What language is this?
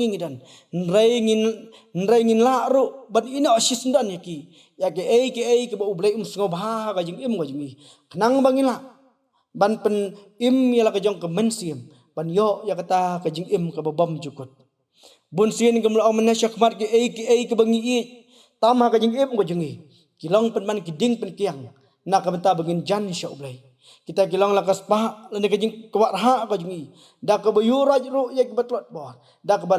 Khasi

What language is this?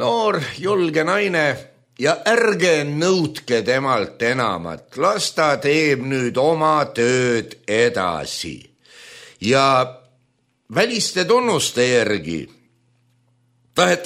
Estonian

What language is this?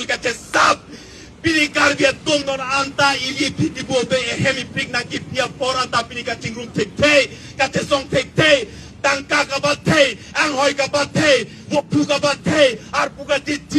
Karbi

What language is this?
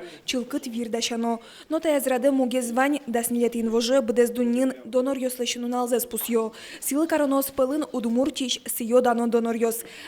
Udmurt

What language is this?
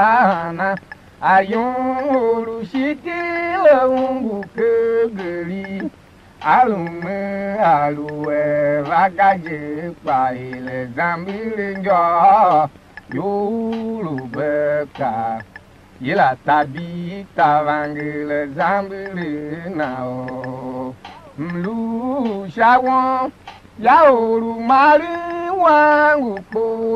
Tiv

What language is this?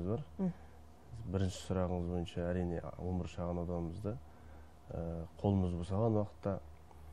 Kazakh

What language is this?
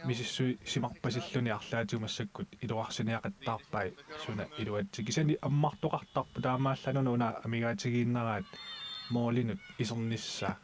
Kalaallisut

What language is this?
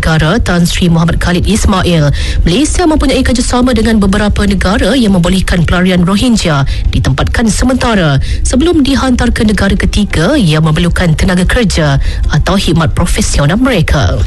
Malay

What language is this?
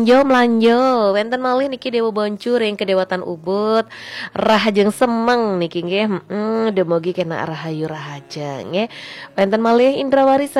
Balinese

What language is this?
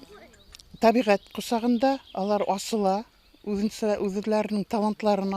Bashkir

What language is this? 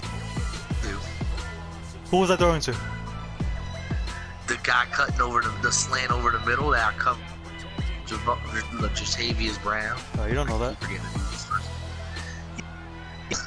English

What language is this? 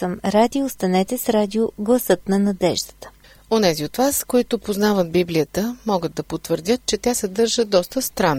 Bulgarian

